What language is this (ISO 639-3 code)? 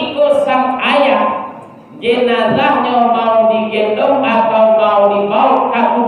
min